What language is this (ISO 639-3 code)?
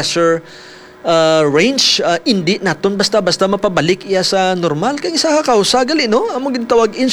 hil